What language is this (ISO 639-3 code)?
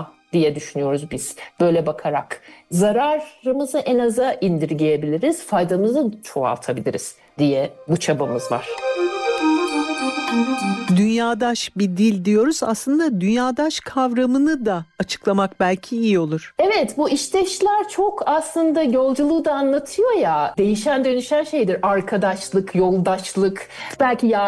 tur